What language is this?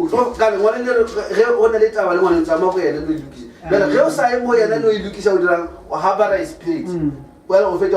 Northern Sotho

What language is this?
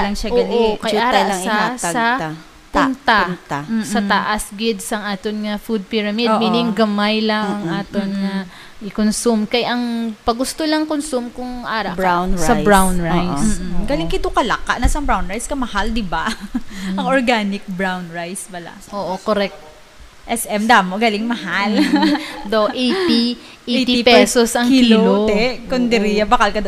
Hiligaynon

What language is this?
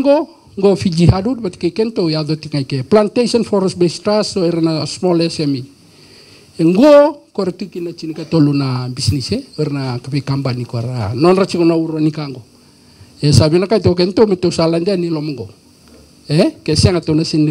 Fijian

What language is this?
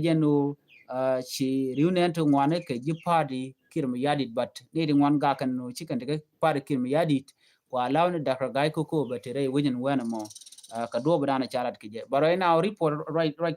Nuer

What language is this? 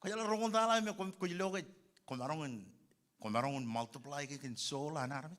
Marshallese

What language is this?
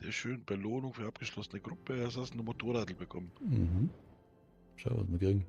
Bavarian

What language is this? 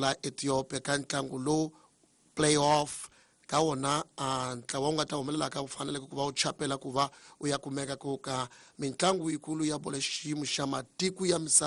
Tsonga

